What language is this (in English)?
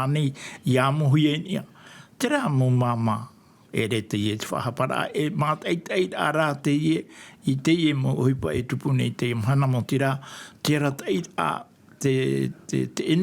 Tahitian